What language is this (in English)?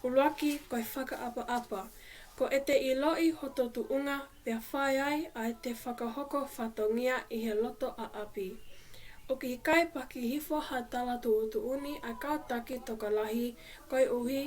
Tongan